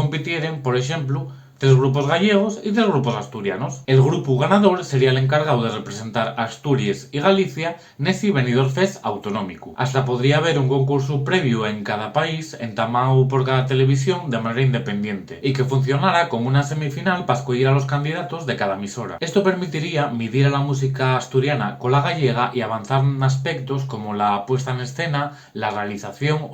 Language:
Asturian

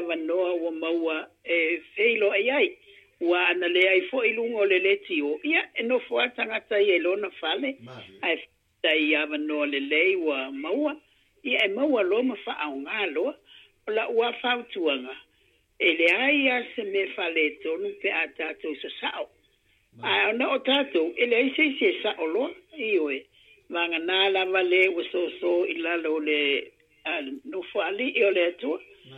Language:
Samoan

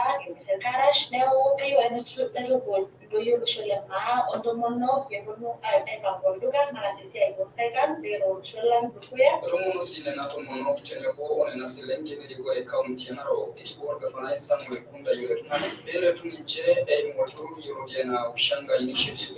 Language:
Masai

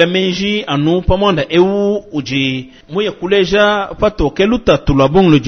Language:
Luba-Lulua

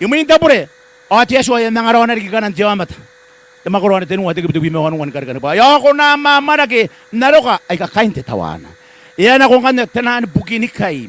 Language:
Gilbertese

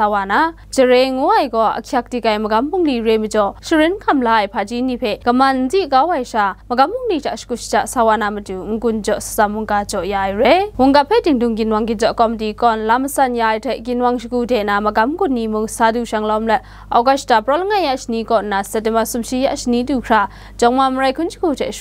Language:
Kachin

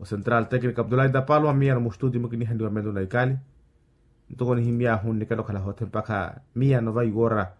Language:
Makhuwa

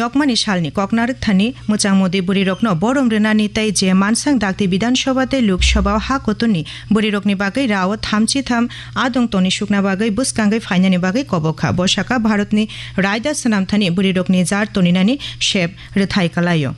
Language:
Kok Borok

